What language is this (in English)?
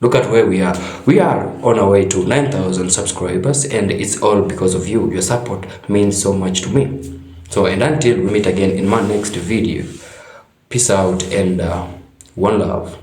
Jamaican Creole English